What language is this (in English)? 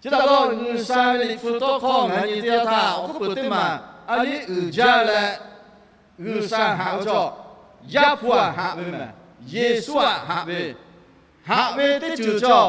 Lahu